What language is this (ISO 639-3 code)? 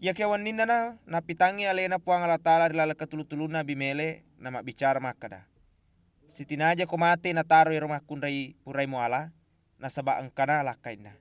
bug